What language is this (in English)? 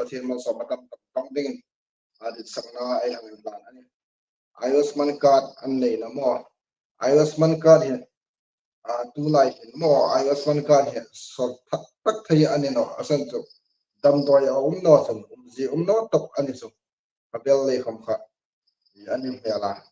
Hmar